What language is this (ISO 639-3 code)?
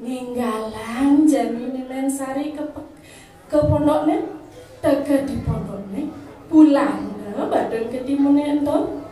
ban